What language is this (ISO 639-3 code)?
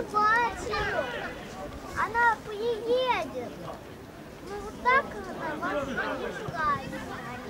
rus